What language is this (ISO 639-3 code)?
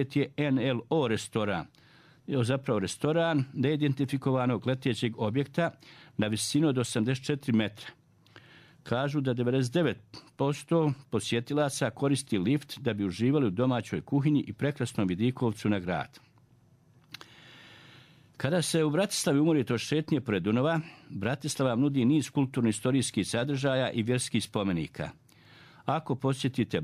bos